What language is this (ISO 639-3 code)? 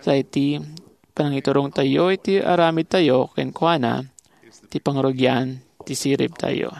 ilo